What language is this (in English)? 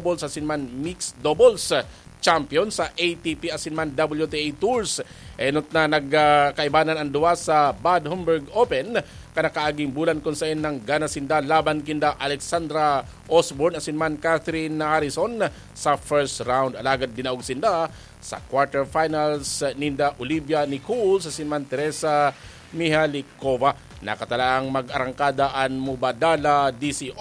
Bikol